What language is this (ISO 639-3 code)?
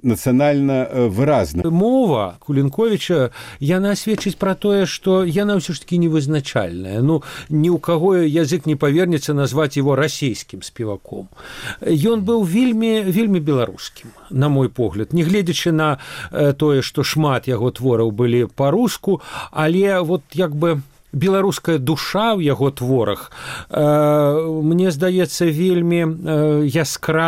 bel